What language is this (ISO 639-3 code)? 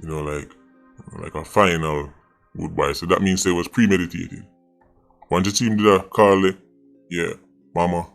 jam